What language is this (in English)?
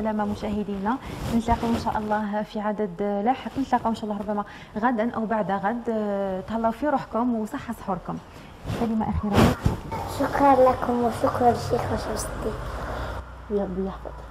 Algerian Arabic